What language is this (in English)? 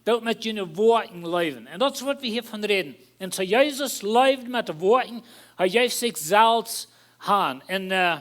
Plautdietsch